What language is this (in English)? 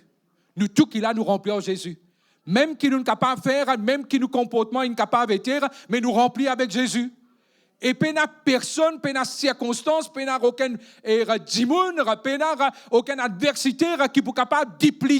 Morisyen